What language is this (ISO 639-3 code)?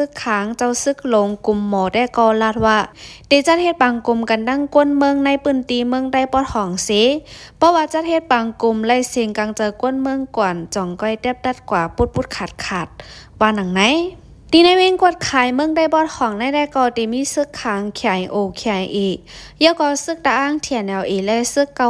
shn